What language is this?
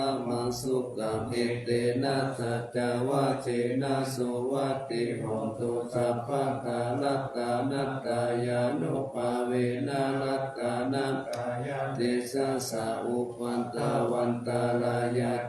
Pali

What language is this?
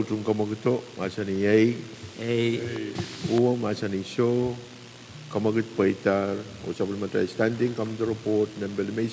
Pohnpeian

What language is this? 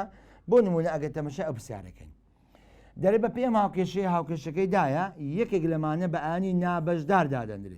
Central Kurdish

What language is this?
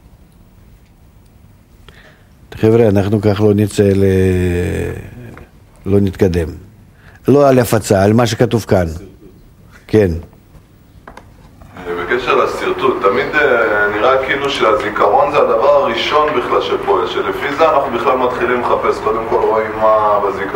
Hebrew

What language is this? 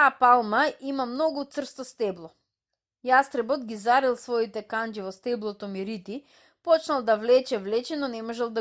Macedonian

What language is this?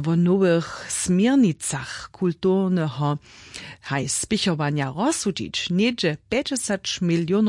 Upper Sorbian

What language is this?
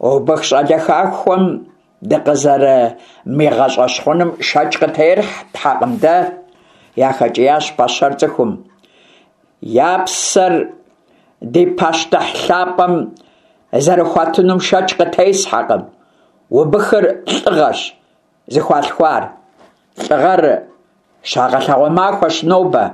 Kabardian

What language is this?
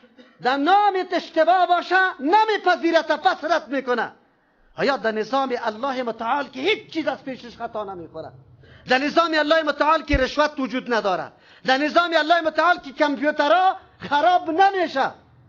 Persian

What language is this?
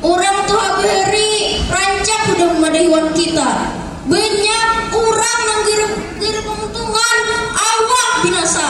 Banjar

